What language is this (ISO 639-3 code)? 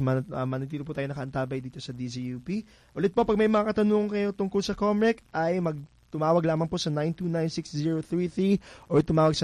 fil